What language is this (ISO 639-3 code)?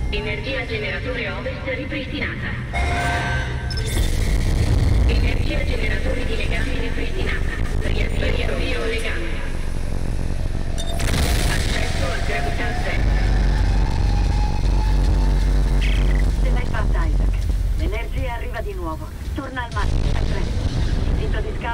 ita